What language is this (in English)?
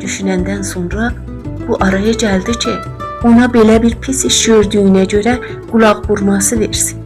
South Azerbaijani